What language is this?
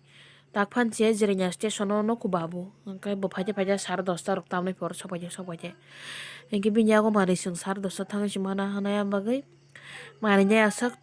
Kok Borok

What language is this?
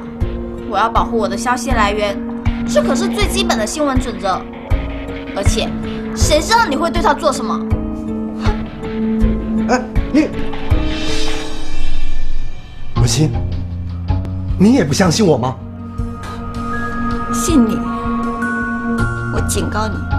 Chinese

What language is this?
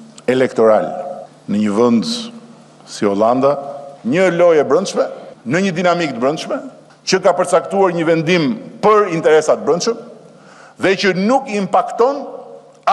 Albanian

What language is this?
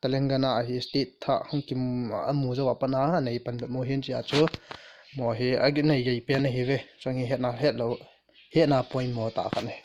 Thado Chin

